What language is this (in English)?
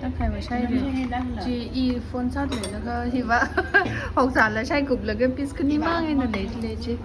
Tangkhul Naga (India)